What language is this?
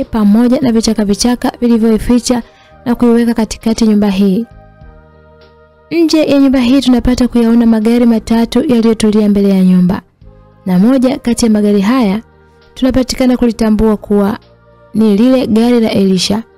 Swahili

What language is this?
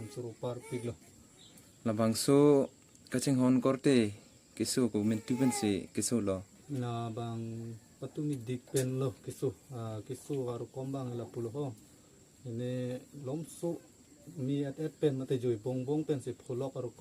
Karbi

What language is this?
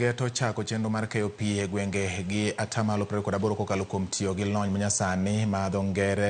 Luo (Kenya and Tanzania)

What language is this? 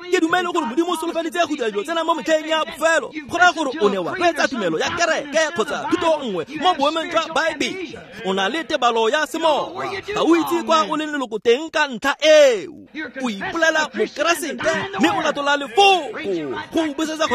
Tswana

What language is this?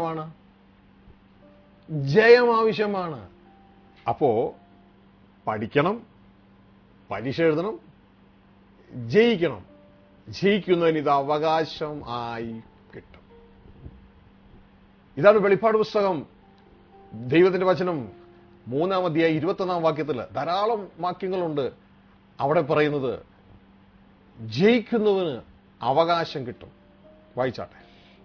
Malayalam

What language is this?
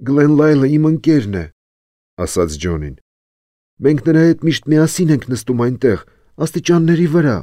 Armenian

